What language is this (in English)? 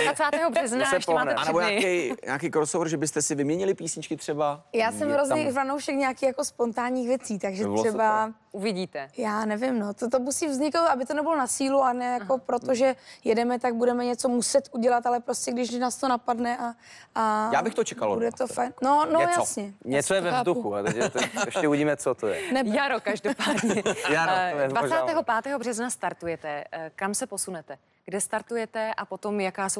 Czech